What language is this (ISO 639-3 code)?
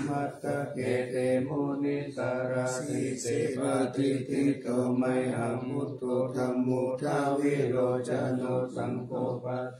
pli